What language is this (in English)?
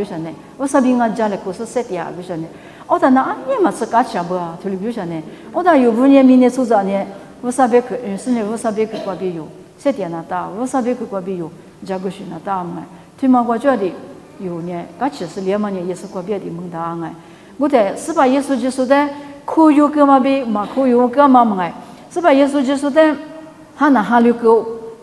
Lisu